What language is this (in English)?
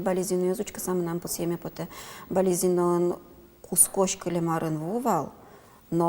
Udmurt